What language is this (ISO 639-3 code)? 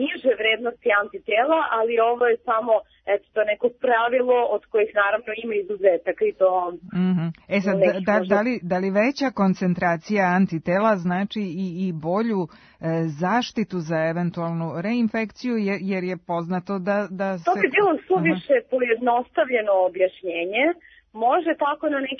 srp